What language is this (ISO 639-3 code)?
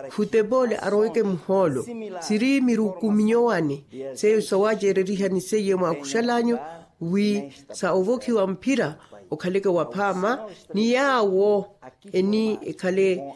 vmw